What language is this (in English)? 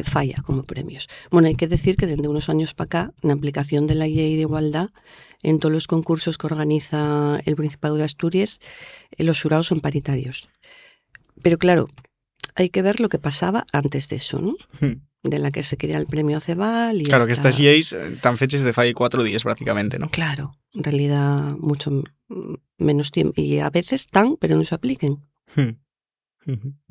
Asturian